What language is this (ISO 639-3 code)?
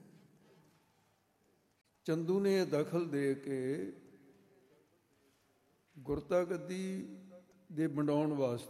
pan